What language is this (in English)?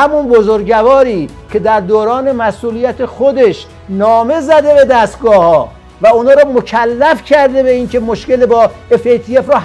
Persian